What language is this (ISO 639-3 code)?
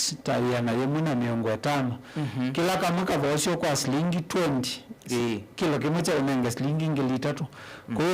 kam